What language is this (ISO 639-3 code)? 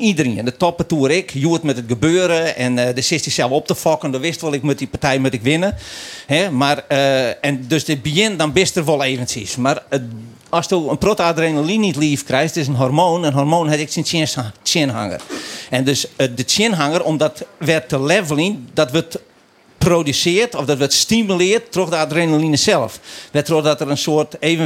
fry